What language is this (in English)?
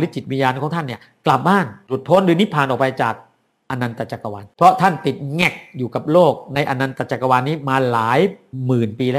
Thai